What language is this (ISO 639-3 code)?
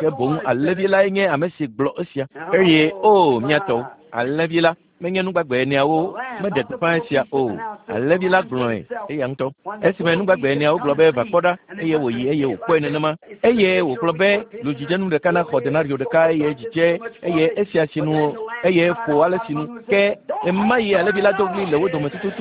ewe